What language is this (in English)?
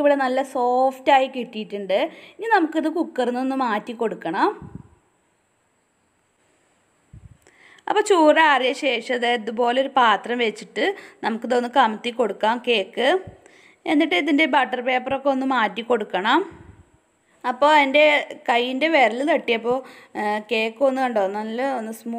Malayalam